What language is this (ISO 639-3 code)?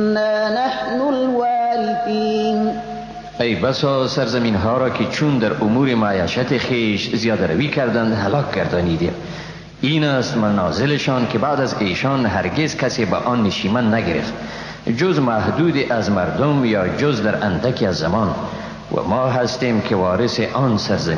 fas